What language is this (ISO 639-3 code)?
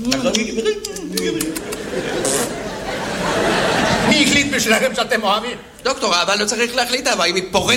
heb